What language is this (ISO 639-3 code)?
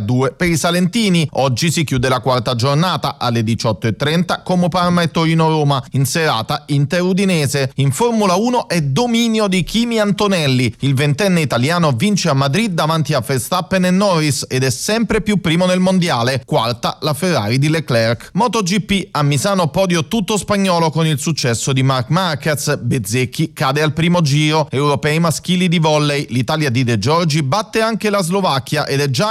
ita